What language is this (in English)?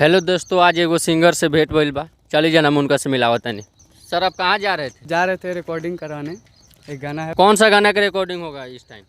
Bhojpuri